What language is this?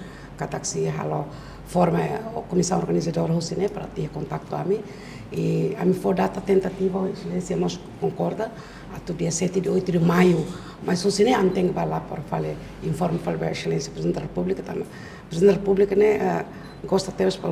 Tetum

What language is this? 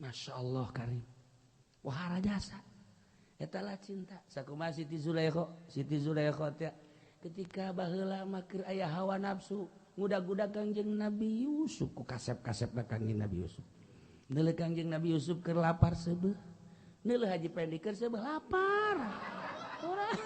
Sundanese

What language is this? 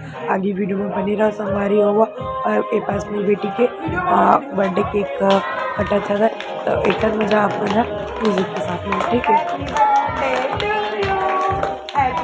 Chhattisgarhi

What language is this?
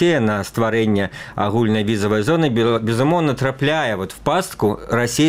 Belarusian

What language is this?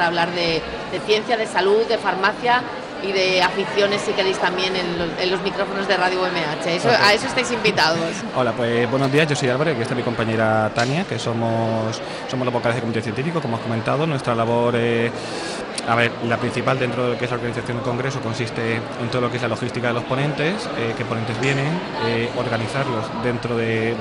Spanish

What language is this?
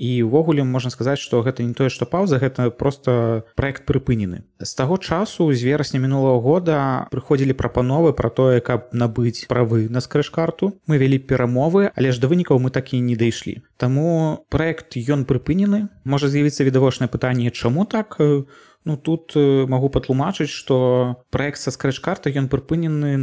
Belarusian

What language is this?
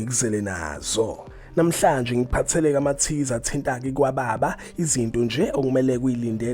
Zulu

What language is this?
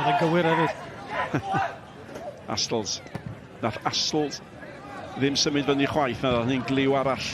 Welsh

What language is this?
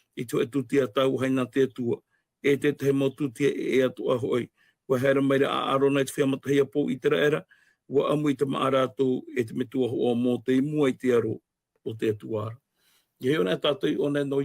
Tahitian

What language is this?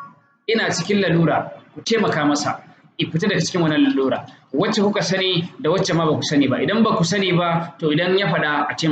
Hausa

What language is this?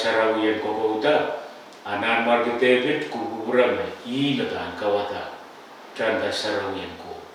Pohnpeian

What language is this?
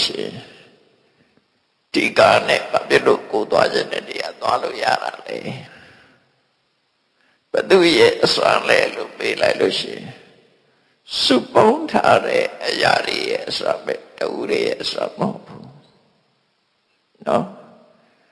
Burmese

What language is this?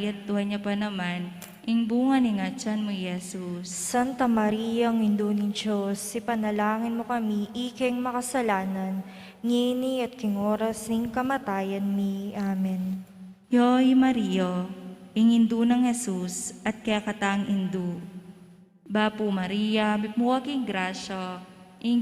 Pampanga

